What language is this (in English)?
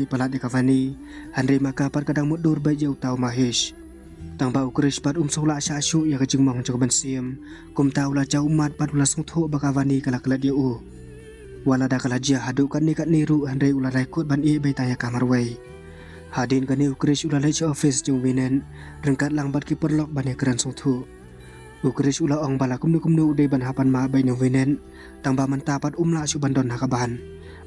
Khasi